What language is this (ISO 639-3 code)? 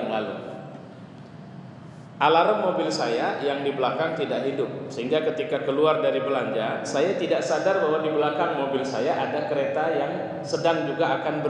ind